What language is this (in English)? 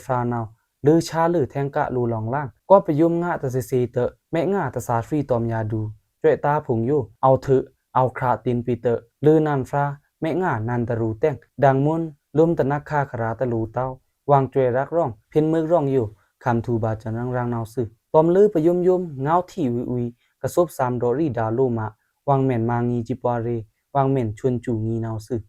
Pa'o Karen